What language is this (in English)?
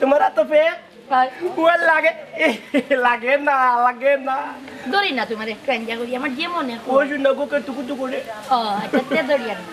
Sylheti